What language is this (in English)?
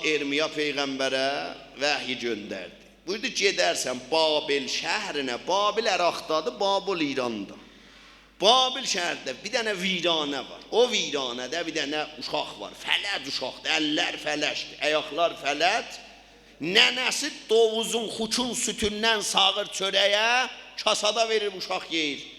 South Azerbaijani